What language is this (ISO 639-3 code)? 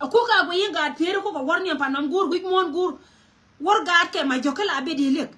nus